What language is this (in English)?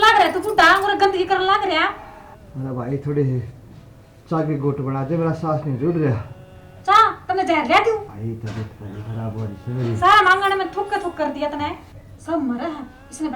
Haryanvi